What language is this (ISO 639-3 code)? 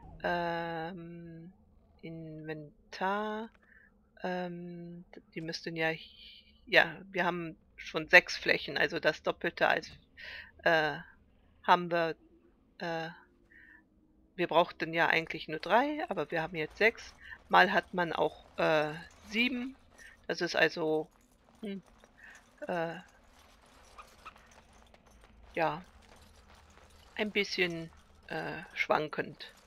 deu